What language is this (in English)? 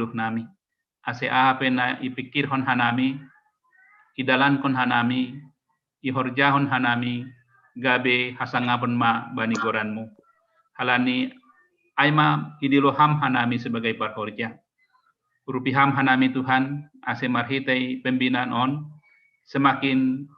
Batak Simalungun